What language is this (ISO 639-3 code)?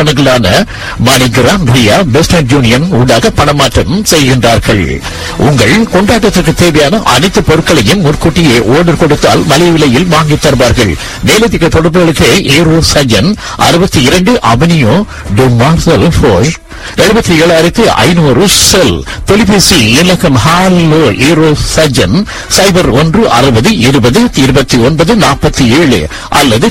tam